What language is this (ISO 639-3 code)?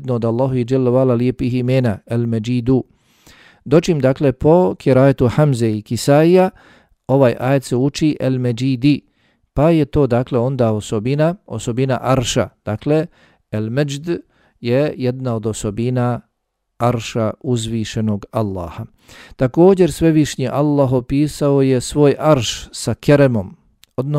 bos